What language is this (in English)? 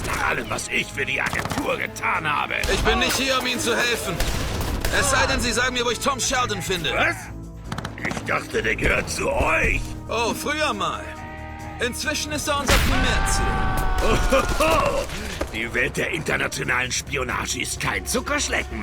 Bavarian